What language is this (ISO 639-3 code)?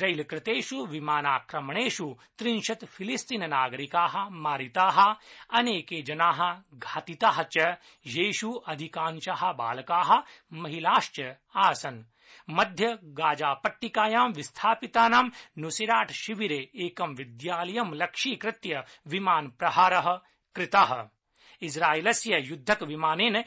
san